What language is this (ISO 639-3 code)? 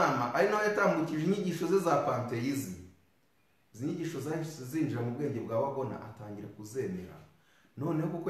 kin